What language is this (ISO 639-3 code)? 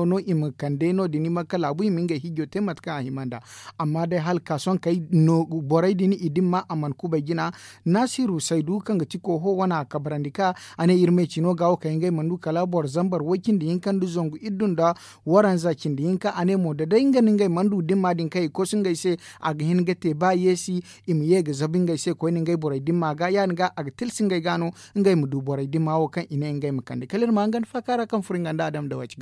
dje